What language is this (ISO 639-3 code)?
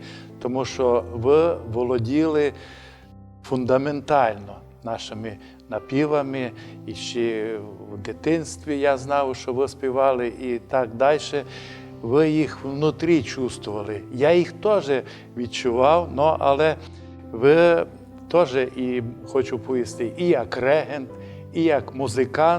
rue